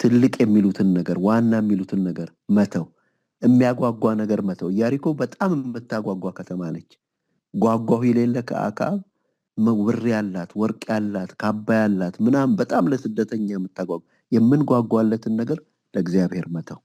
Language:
Amharic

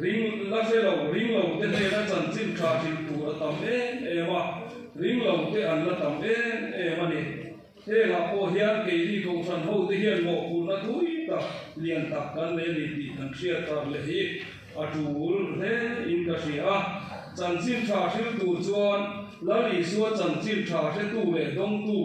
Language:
Mizo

